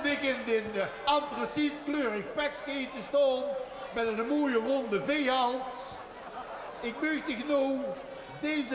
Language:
Limburgish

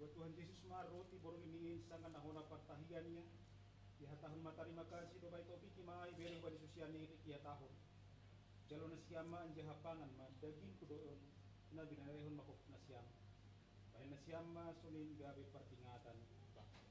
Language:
Batak Simalungun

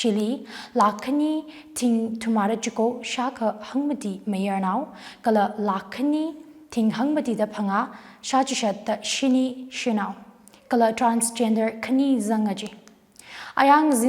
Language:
Tangkhul Naga (India)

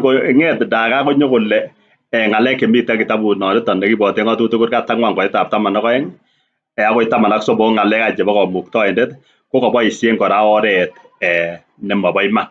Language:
Kalenjin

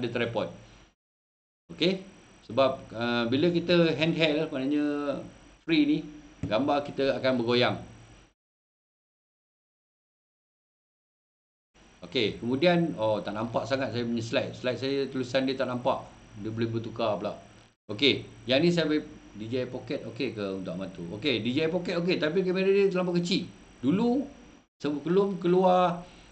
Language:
Malay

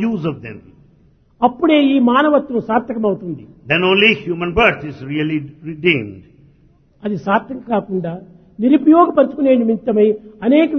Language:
Telugu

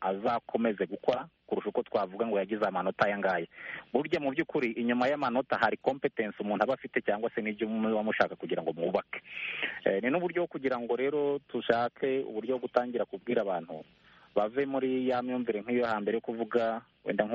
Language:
Kinyarwanda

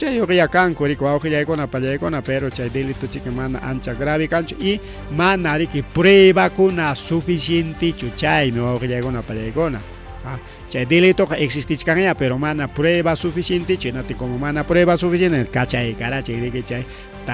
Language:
Ayacucho Quechua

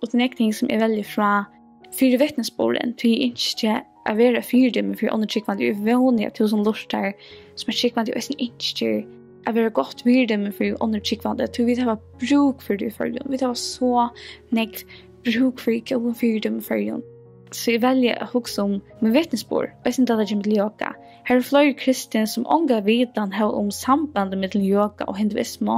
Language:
Faroese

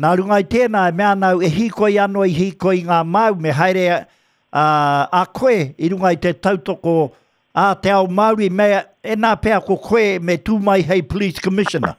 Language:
Māori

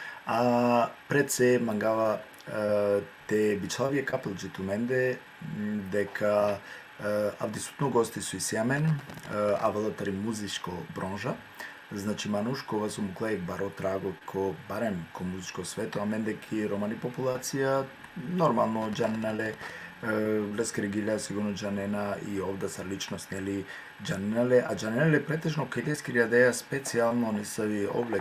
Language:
Balkan Romani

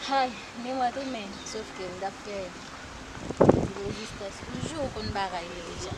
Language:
Haitian Creole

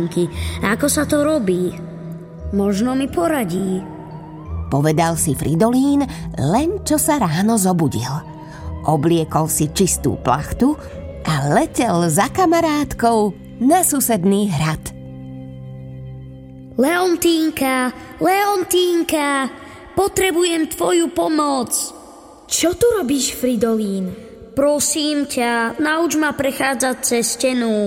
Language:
Slovak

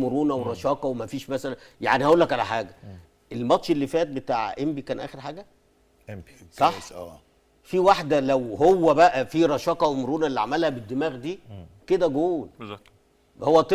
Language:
Egyptian Arabic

